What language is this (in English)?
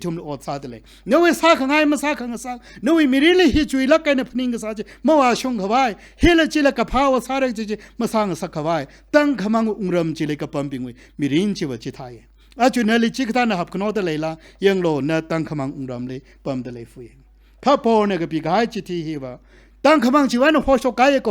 Tangkhul Naga (India)